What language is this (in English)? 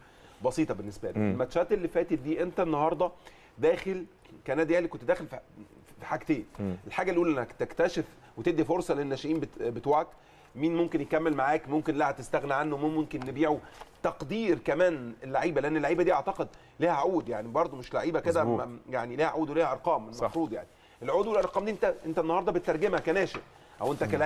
Egyptian Arabic